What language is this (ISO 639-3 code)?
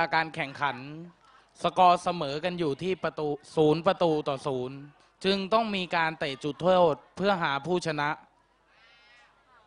tha